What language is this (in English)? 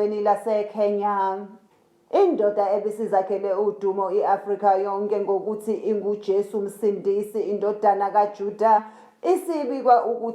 Zulu